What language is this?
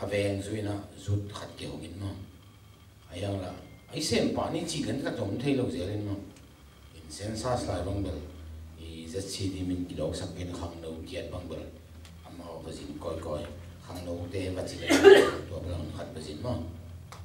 Tedim Chin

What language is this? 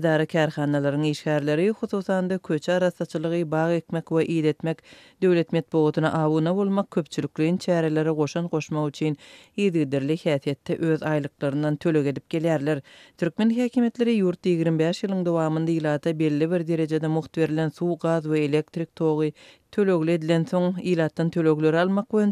Turkmen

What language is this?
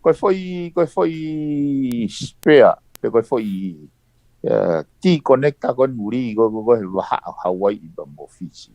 Tongan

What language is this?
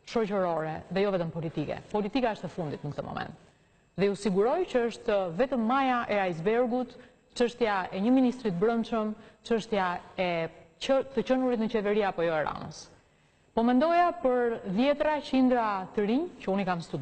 Albanian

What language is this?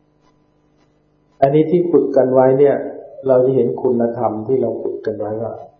Thai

